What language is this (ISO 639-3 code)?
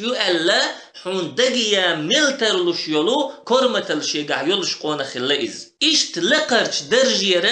che